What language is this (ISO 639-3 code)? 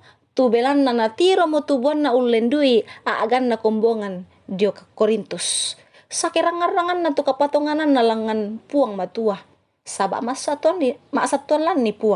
sda